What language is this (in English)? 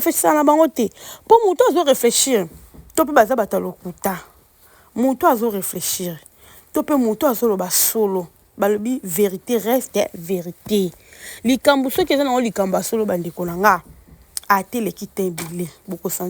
Lingala